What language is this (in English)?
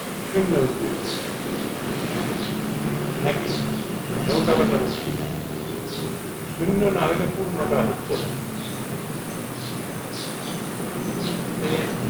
Bangla